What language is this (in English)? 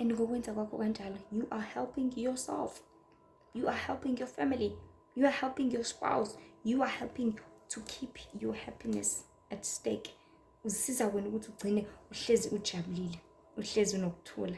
Zulu